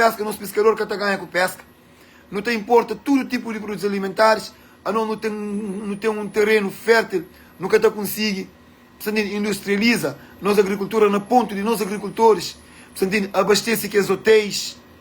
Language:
Kabuverdianu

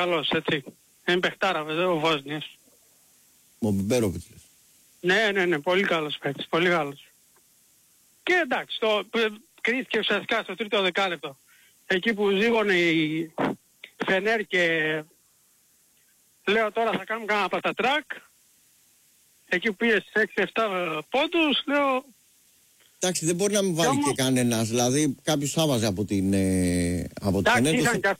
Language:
Greek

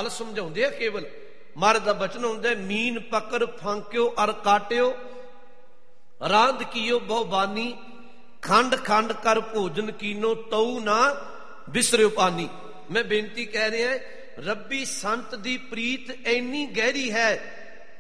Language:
Punjabi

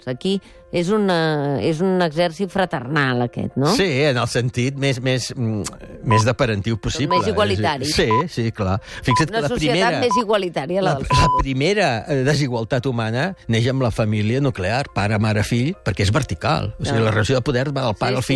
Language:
Catalan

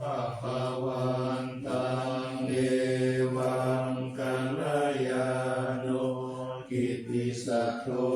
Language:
Pali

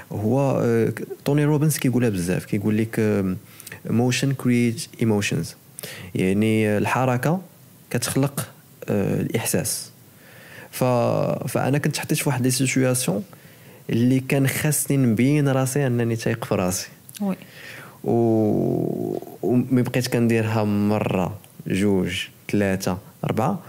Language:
Moroccan Arabic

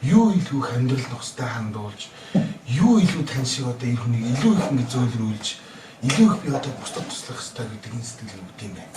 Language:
Mongolian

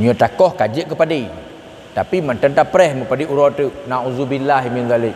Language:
Achinese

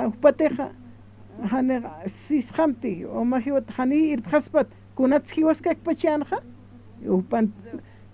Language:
Aymara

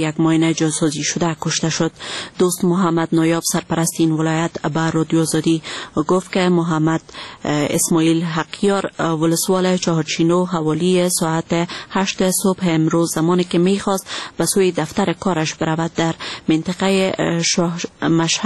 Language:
Persian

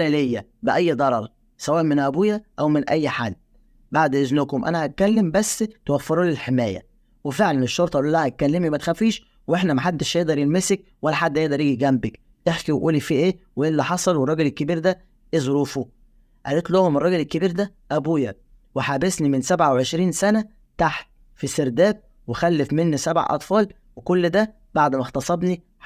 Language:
Egyptian Arabic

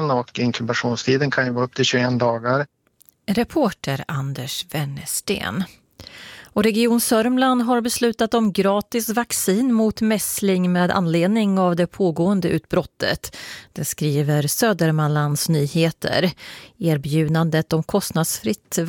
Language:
Swedish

